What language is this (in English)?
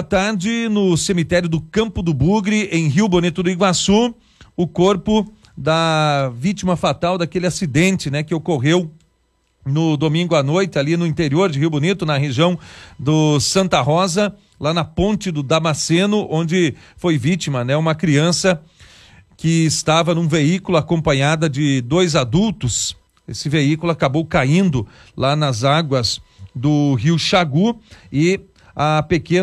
Portuguese